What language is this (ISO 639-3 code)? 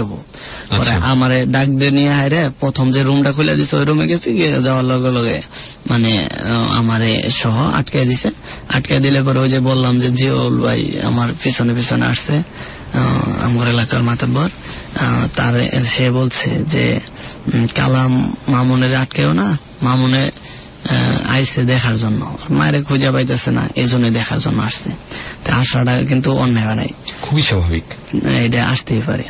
ben